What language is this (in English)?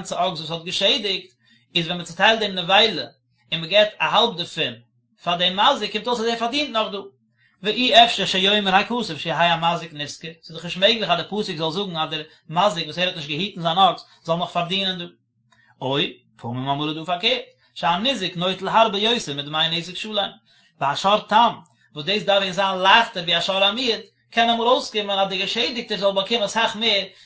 Yiddish